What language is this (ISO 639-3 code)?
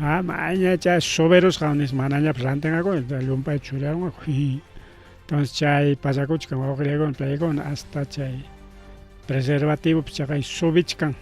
quy